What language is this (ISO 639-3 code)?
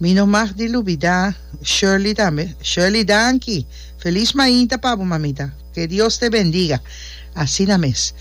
pap